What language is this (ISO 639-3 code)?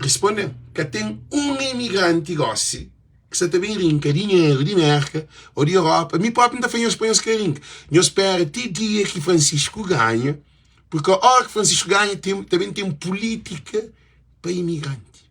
kea